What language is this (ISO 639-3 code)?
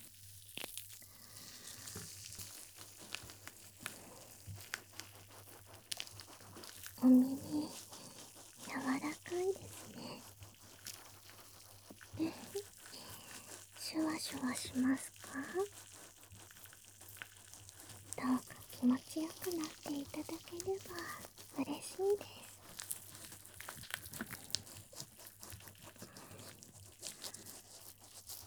jpn